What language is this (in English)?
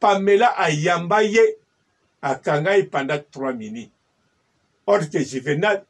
Lingala